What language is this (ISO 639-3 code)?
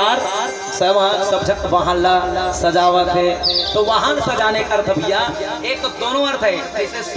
hne